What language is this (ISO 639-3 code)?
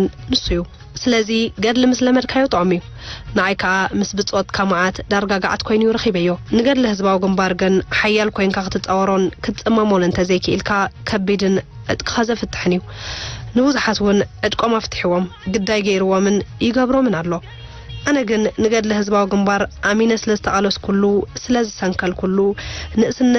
tir